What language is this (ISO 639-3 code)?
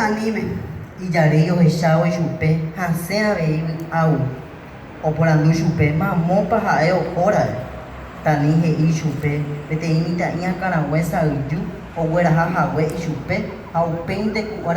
grn